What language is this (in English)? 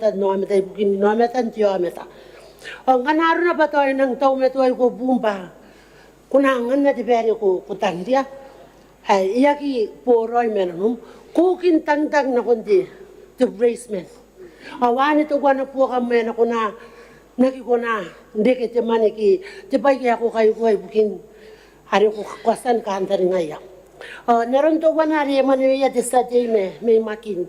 Gilbertese